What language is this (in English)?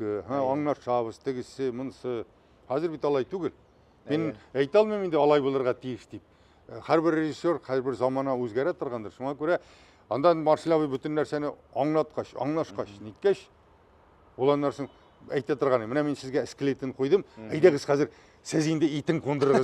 Tatar